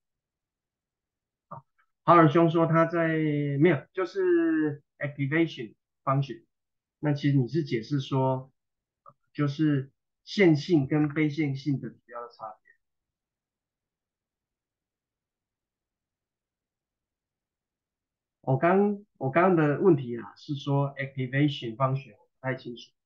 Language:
Chinese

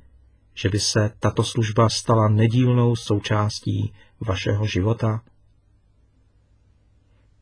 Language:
Czech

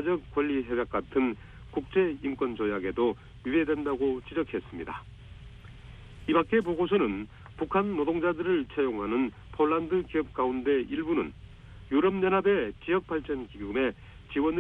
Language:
Korean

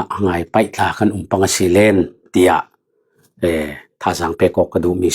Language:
Falam Chin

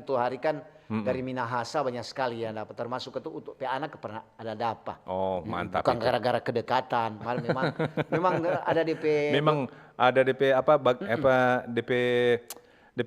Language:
Manado Malay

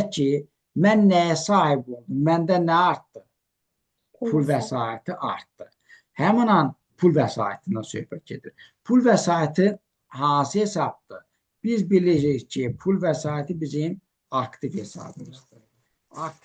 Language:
Azerbaijani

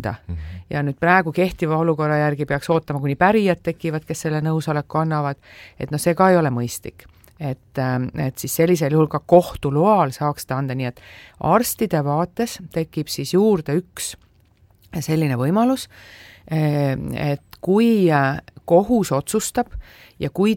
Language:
Estonian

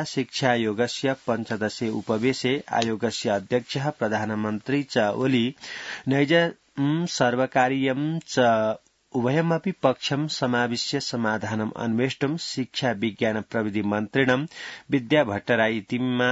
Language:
Sanskrit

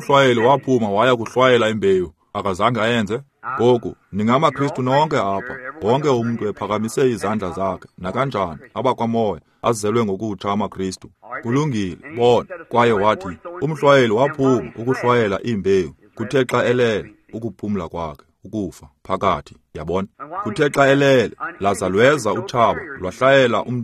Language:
Xhosa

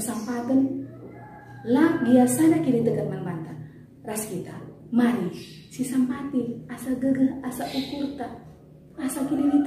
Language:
Batak Karo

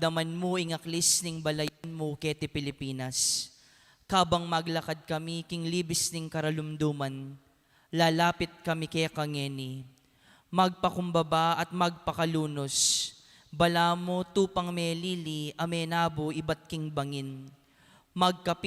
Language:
Pampanga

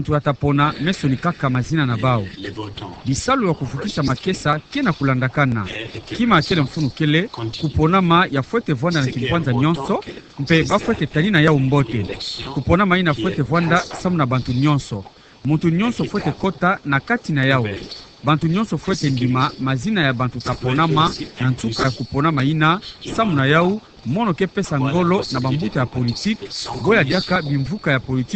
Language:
Kituba (Democratic Republic of Congo)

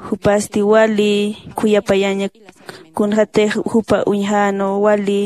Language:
Aymara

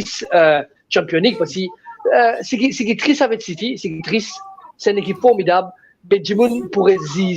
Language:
Morisyen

